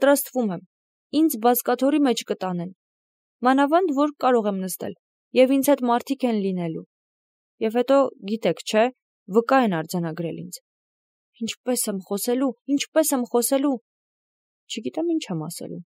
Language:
Armenian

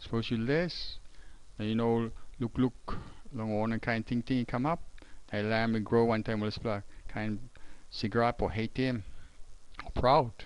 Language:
Tok Pisin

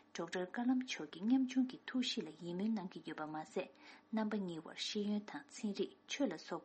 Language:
Tibetan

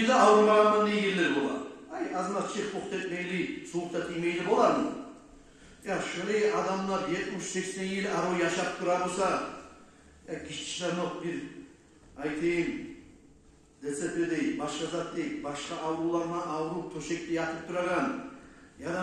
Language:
Kumyk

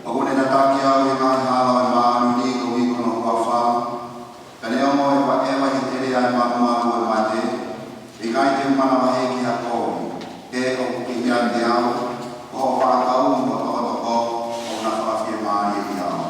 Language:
Tongan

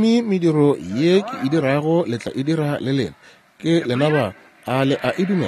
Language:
Northern Sotho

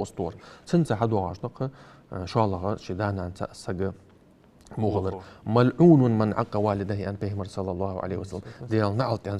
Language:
Ingush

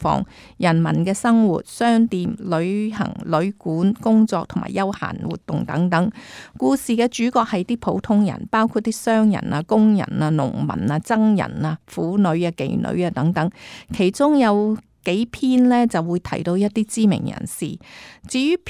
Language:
Cantonese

